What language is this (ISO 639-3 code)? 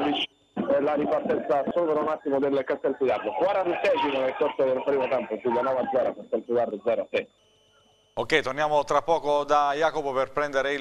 ita